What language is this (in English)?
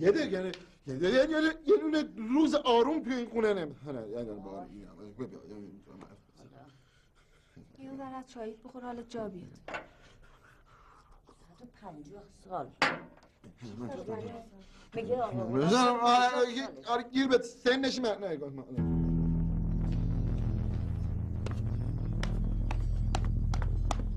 Persian